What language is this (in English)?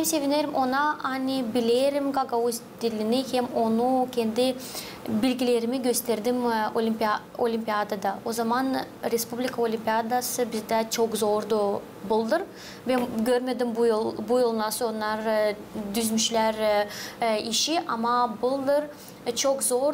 Gagauz